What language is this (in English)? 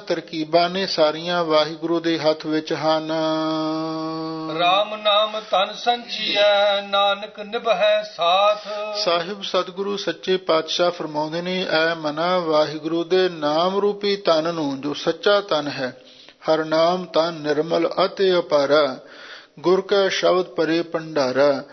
Punjabi